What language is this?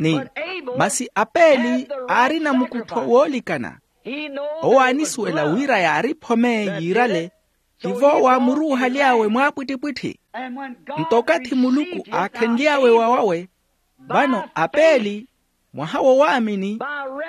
Makhuwa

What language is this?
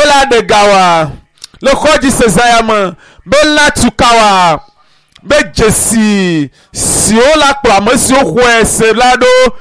Ewe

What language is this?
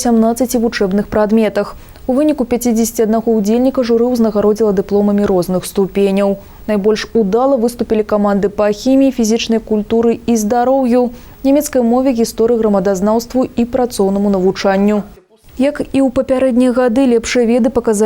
Belarusian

